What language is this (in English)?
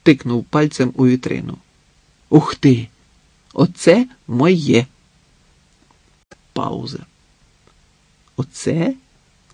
Ukrainian